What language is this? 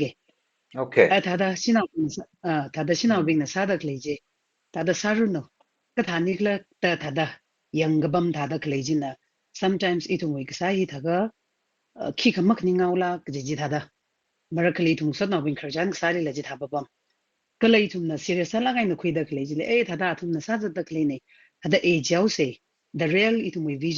Tangkhul Naga (India)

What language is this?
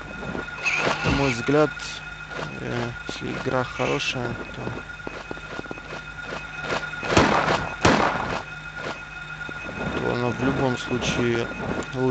Russian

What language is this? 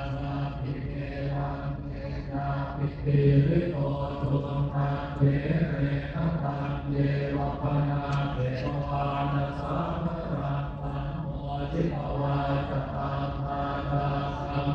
Pali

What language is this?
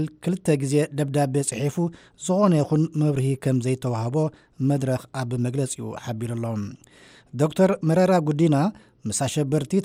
Tigrinya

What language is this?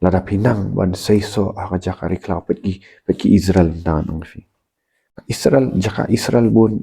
Khasi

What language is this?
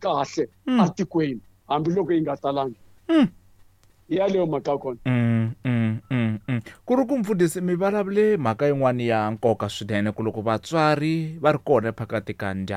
Tsonga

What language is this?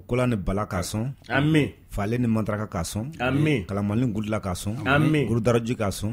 Bambara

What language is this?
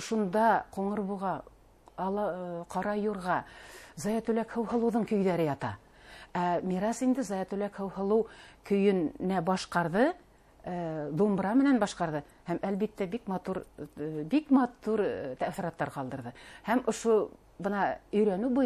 Bashkir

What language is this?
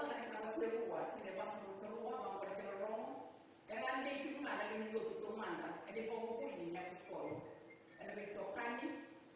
Fijian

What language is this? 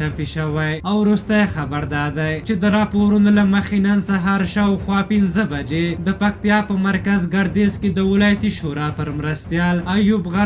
Pashto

